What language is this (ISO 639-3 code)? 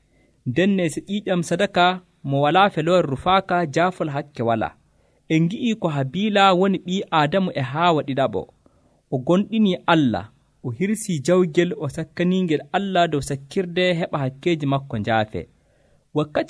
fuv